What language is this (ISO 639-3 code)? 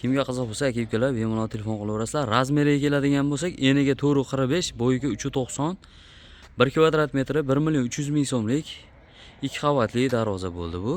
uzb